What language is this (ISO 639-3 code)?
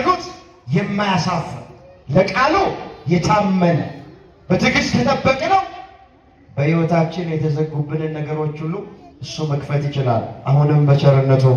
amh